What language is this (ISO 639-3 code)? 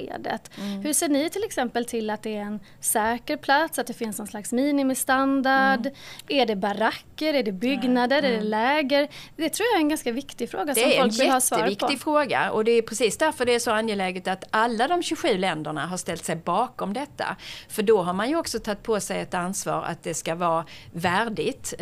swe